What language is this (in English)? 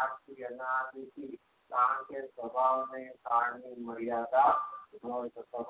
Gujarati